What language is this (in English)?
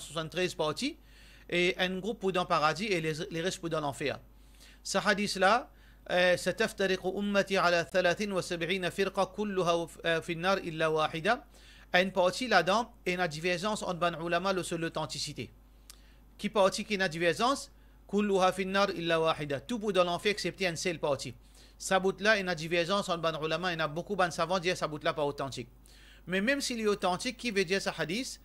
Morisyen